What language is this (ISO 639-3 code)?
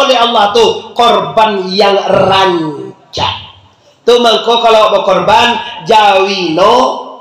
min